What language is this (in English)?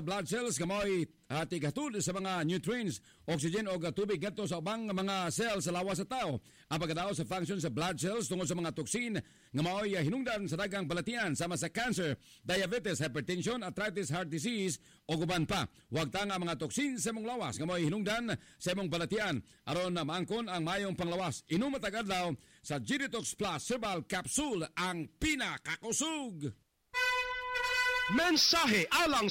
Cebuano